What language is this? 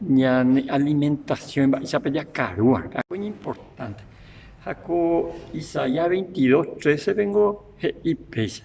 Guarani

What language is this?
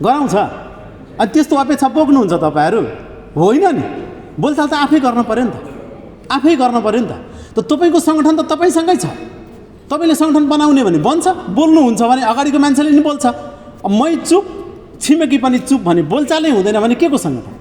Nepali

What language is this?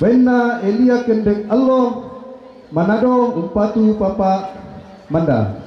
Toraja-Sa'dan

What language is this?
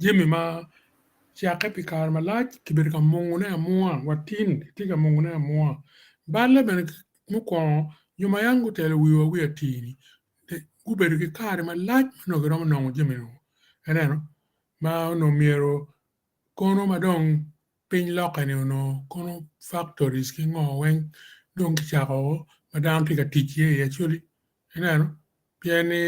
Acoli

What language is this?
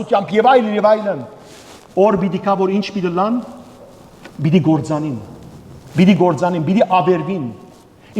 Western Armenian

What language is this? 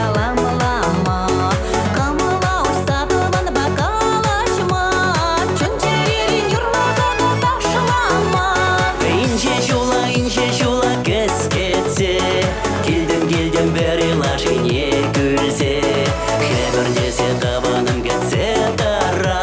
Chuvash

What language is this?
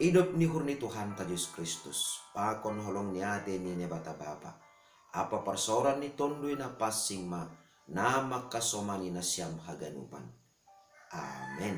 Batak Simalungun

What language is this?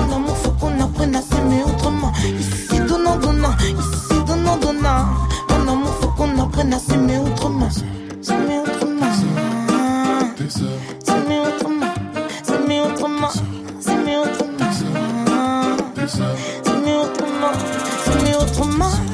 French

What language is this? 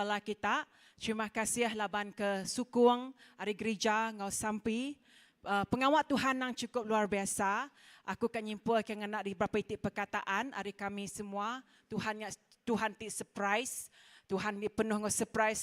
Iban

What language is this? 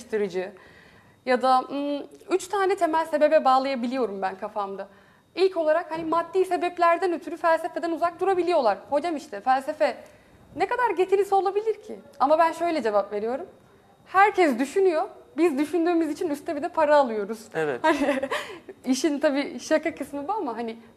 Turkish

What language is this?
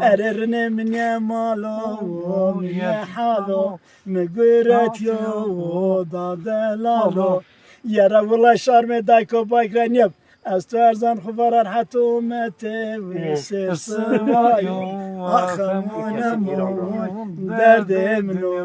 Zaza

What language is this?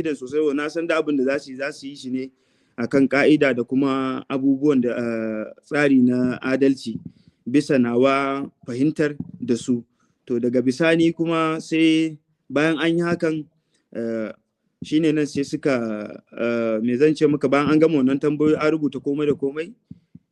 Hausa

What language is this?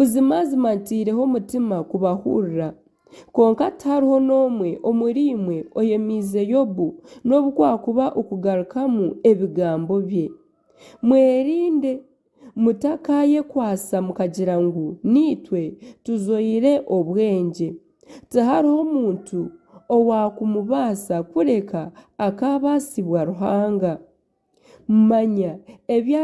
Nyankole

